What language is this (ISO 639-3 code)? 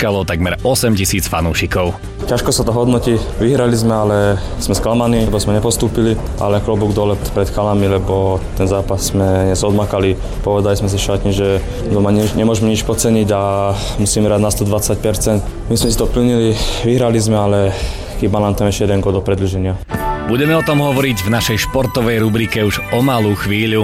slk